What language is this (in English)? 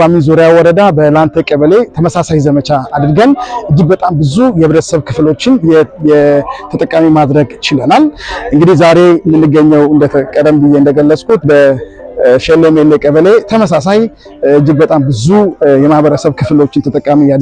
Amharic